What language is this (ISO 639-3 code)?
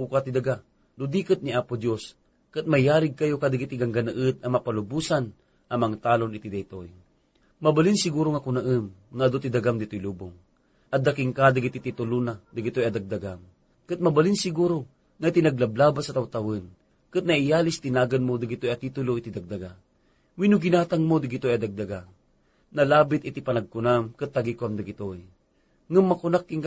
ilo